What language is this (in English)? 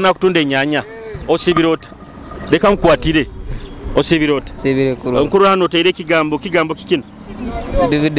Nyoro